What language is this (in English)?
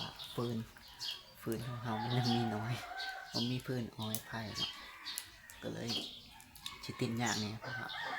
Lao